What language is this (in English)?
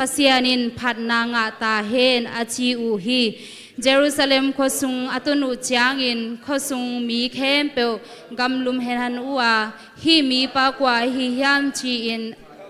Tedim Chin